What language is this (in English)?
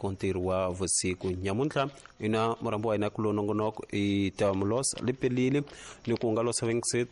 Tsonga